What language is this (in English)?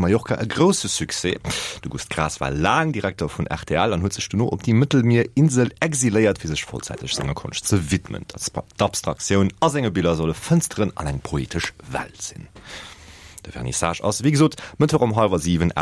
Luxembourgish